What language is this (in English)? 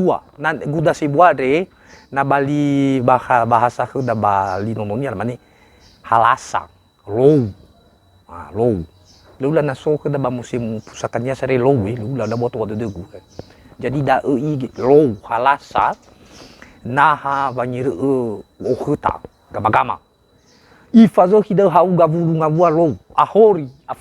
Nias